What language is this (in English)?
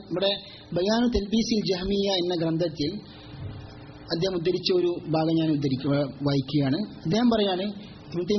Malayalam